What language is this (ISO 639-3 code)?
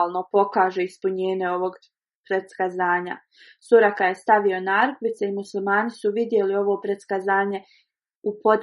bos